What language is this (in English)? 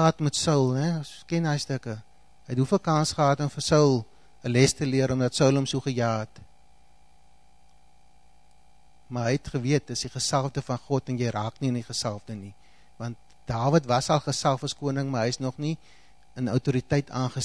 Afrikaans